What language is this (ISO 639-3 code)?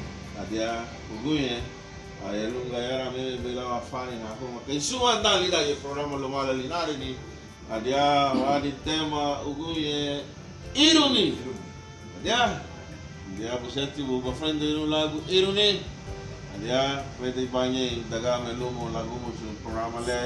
cab